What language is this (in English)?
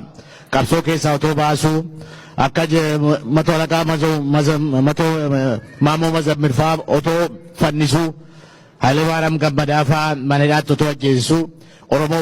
Oromo